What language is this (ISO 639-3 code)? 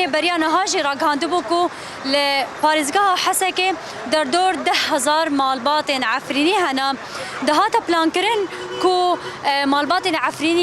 kur